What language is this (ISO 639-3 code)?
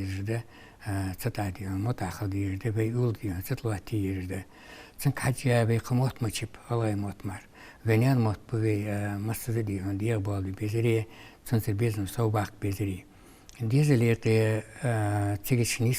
inh